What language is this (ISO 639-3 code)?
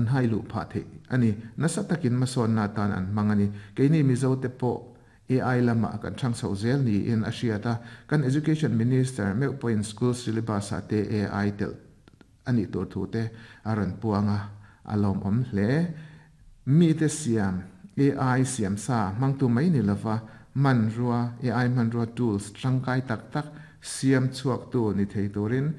lus